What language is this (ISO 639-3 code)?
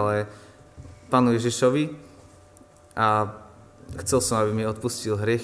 slk